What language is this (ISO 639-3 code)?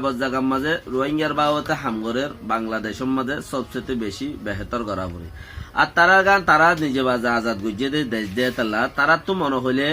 rhg